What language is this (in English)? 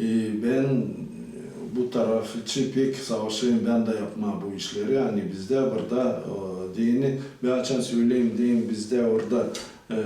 Gagauz